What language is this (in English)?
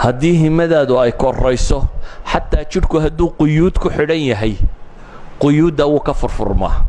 Somali